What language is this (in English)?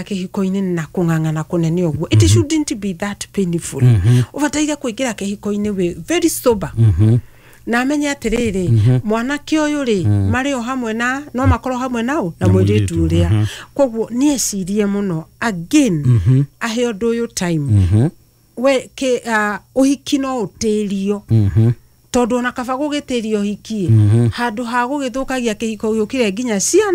Kikuyu